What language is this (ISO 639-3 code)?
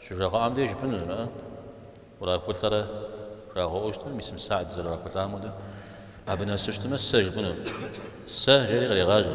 kbd